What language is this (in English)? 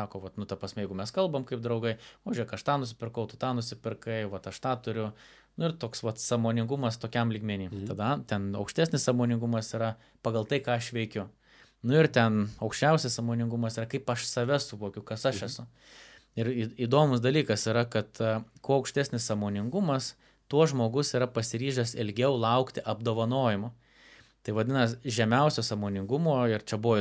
Lithuanian